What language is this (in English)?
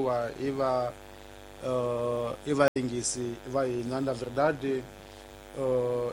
Tsonga